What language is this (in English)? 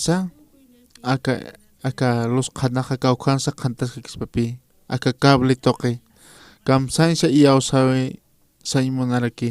Aymara